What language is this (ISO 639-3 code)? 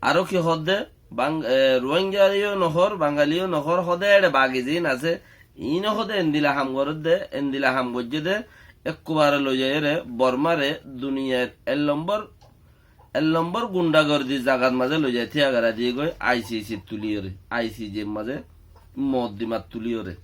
rhg